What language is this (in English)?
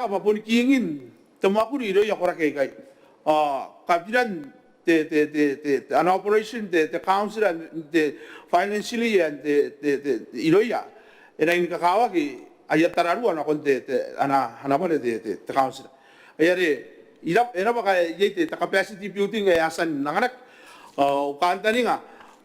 Gilbertese